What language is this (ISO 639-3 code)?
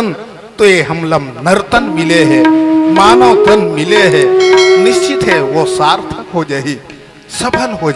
hne